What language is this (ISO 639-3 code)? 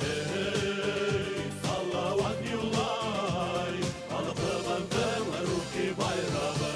bak